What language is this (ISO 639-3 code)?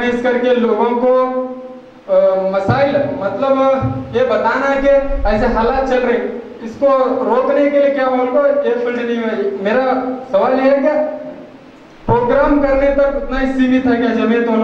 urd